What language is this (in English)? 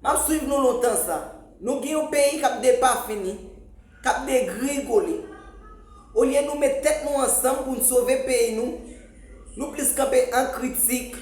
Haitian Creole